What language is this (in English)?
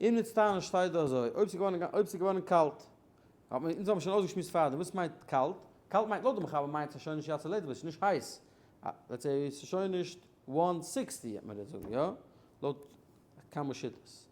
Yiddish